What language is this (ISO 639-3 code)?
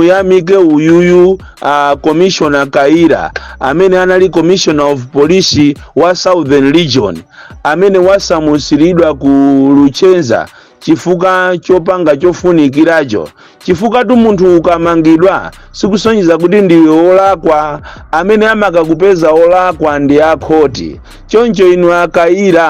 nya